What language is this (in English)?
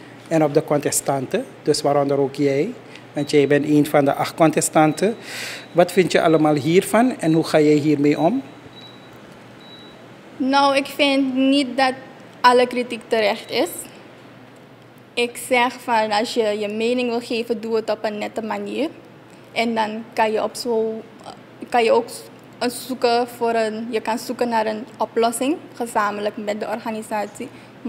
Dutch